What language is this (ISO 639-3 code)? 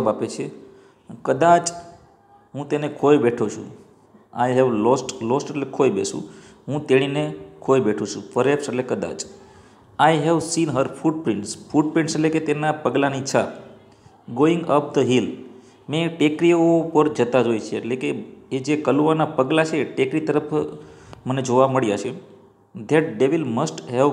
guj